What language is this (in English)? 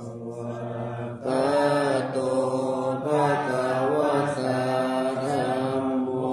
Pali